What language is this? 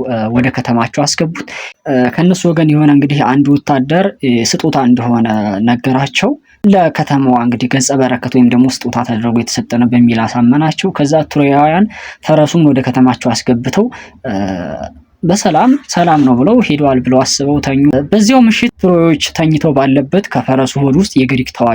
Amharic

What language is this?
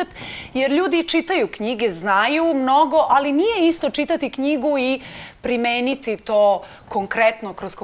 Serbian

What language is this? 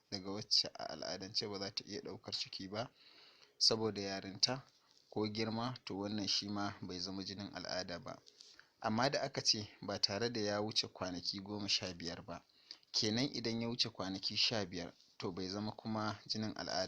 Hausa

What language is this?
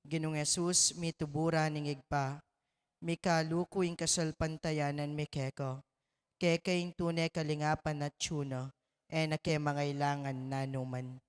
Pampanga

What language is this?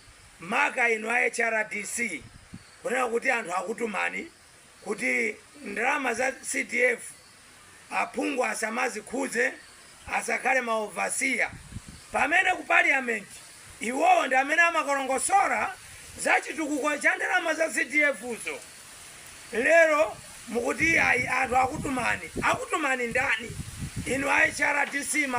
Nyanja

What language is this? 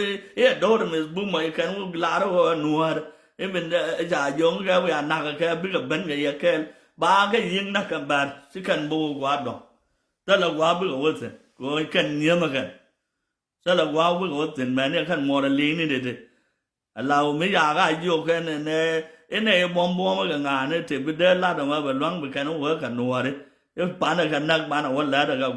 Nuer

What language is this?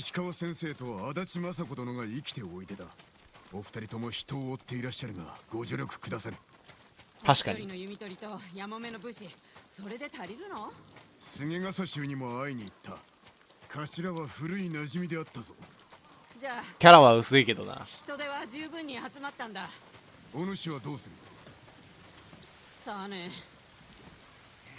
Japanese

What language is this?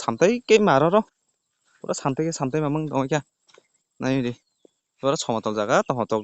Kok Borok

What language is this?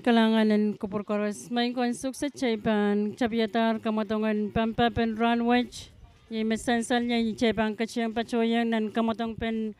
Pohnpeian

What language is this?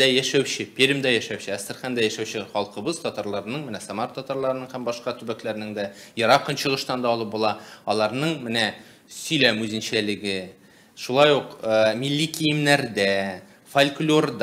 Tatar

